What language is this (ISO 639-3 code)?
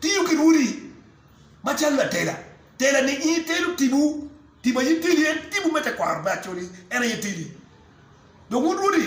ach